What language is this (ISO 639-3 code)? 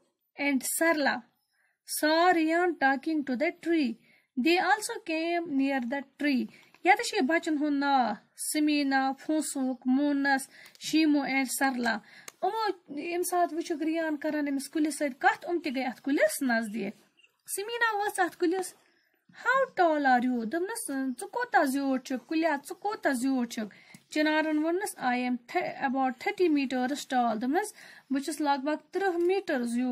kas